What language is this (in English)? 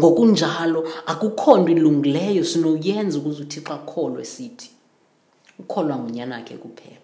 Xhosa